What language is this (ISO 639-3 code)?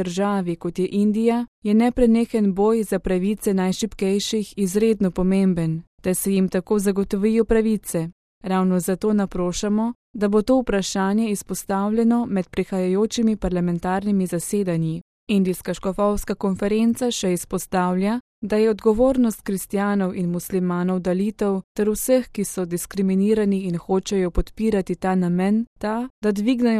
slv